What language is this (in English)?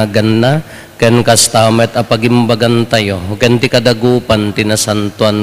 Iloko